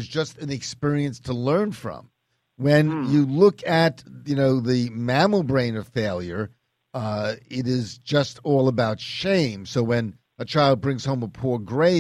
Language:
English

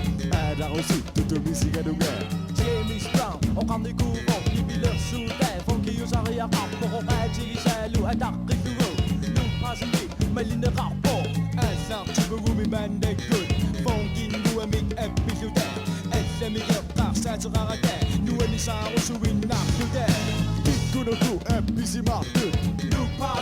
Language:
Kalaallisut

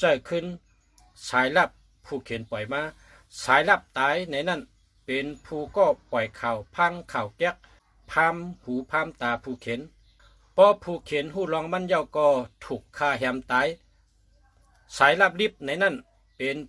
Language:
Shan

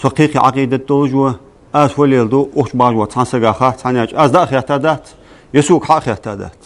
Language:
Ingush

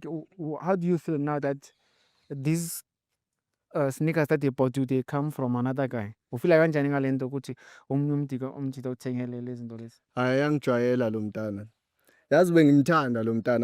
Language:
Zulu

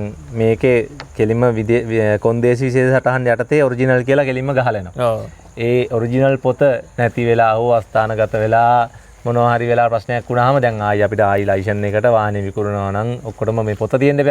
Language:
Sinhala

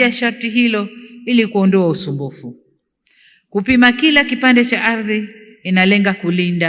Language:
Swahili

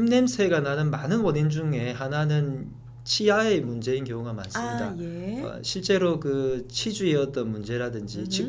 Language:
Korean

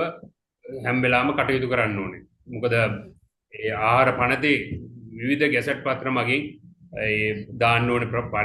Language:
Sinhala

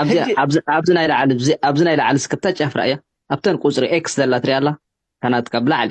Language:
Tigrinya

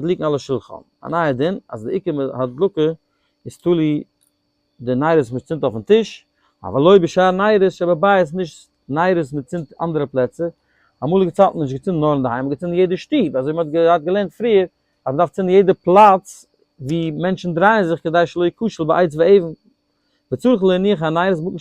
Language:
Yiddish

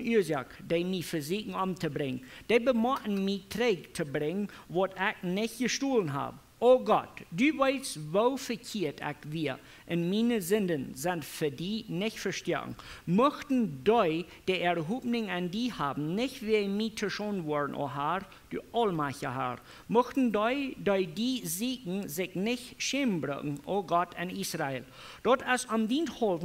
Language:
Plautdietsch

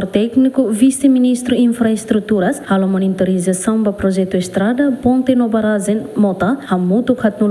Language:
Tetum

